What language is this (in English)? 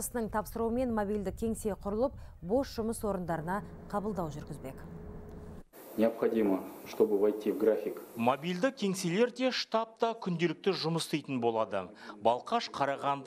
Kazakh